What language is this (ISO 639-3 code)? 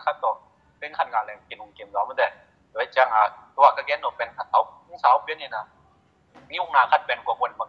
ctd